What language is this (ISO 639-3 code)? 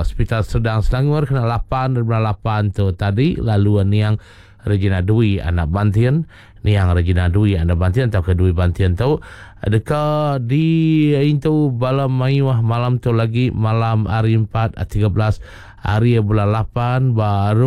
iba